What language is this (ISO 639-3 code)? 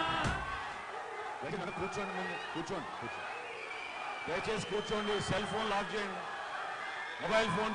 tel